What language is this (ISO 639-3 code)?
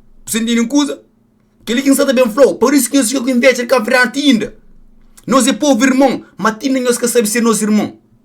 kea